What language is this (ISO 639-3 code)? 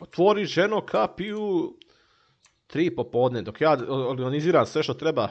hrv